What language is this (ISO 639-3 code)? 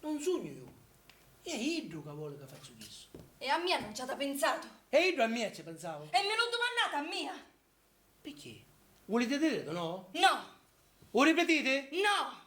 scn